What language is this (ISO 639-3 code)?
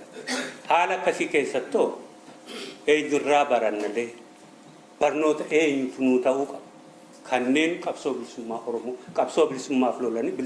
orm